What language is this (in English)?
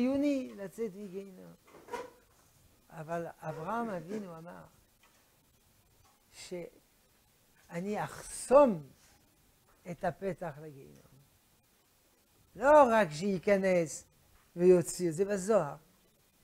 Hebrew